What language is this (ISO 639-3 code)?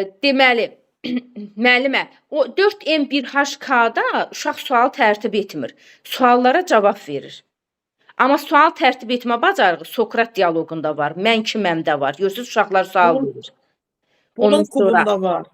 aze